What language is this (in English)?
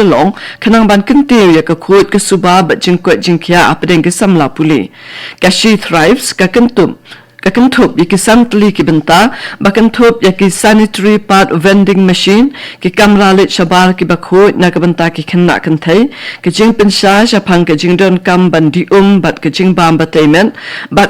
Khasi